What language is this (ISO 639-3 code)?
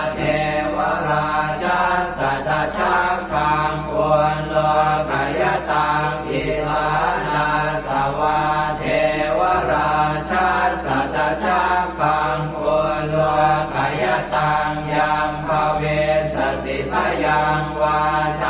pli